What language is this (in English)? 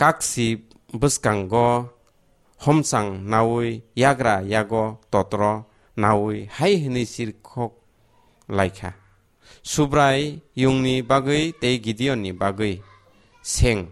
Kok Borok